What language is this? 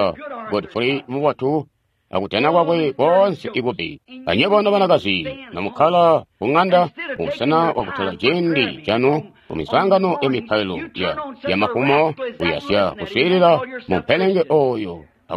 Tonga (Zambia)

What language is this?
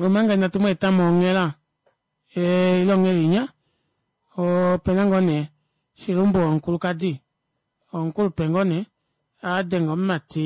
Kuanyama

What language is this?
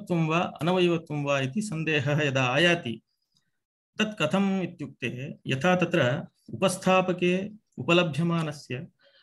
Sanskrit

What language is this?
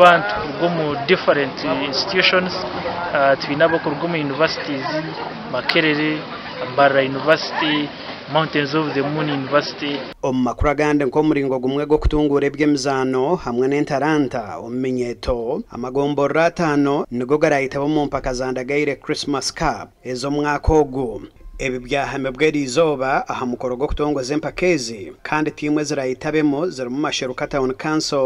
Nyankole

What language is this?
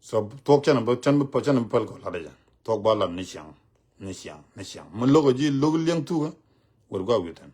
Nuer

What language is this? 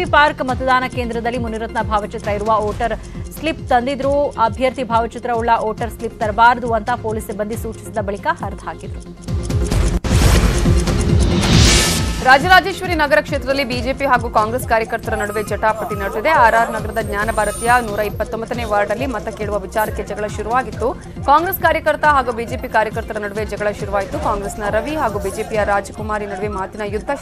Kannada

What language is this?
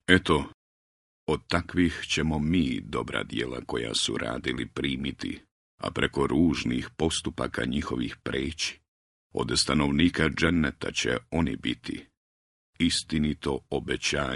Bosnian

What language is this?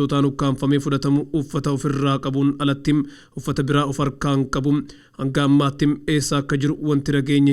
Oromo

